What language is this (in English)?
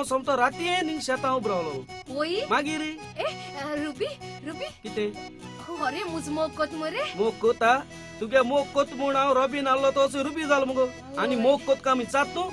Konkani